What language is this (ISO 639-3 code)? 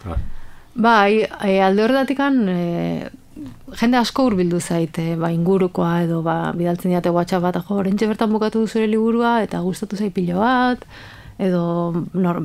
eus